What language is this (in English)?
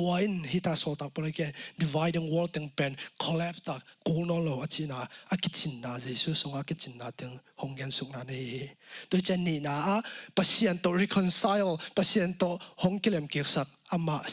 Tedim Chin